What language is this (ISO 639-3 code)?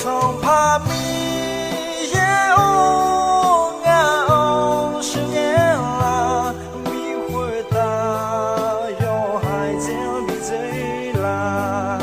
ahk